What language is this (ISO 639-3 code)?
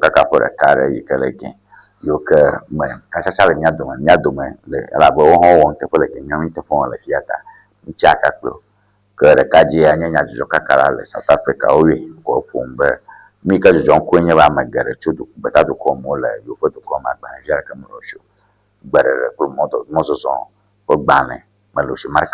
ewe